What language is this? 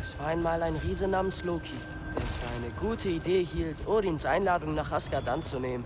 Bavarian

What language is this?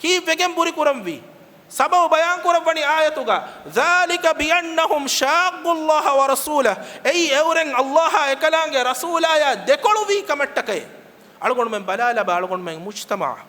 Divehi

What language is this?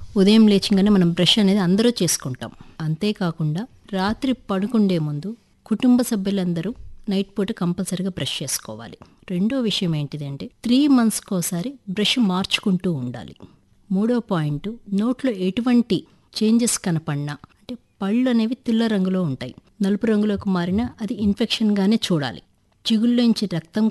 Telugu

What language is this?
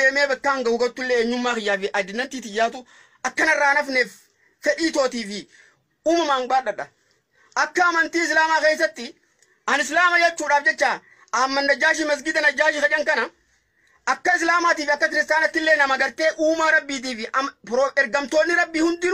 Oromo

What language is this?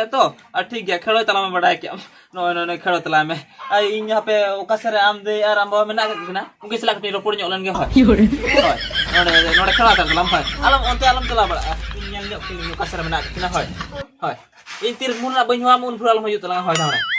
Santali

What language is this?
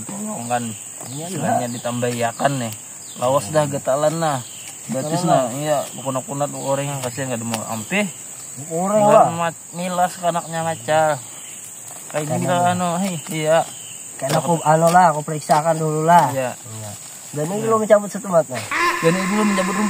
Banjar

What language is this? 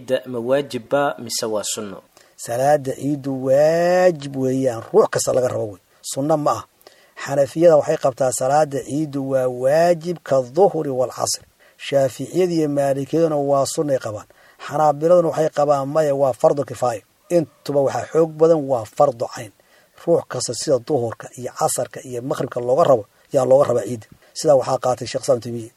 Somali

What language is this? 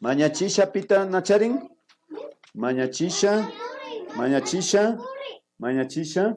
Imbabura Highland Quichua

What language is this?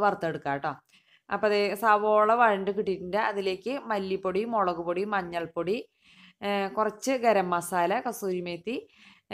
Malayalam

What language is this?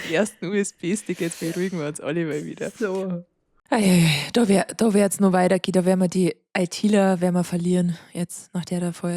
Bavarian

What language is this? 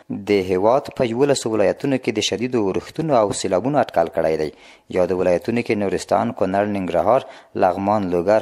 Pashto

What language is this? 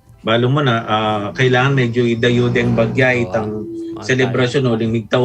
Pampanga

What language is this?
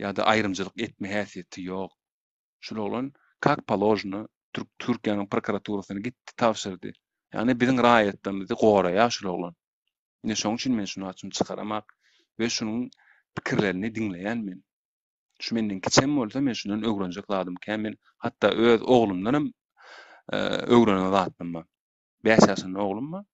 Turkmen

